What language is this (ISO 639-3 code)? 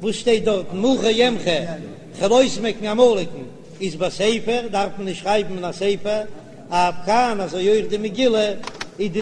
yid